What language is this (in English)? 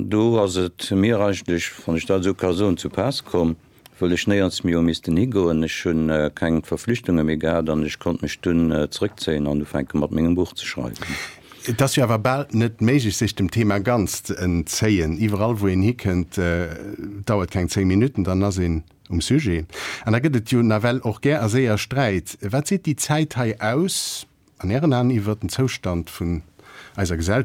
Luxembourgish